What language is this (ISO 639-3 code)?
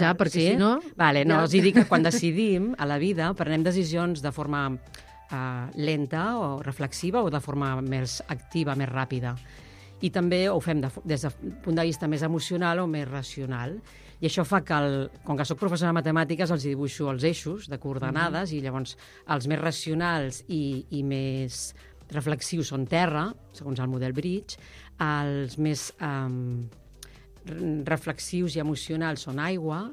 cat